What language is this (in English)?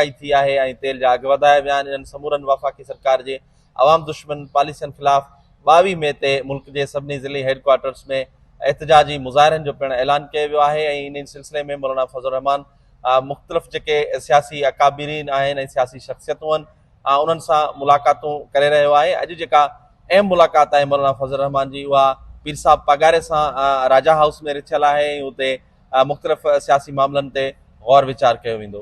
Sindhi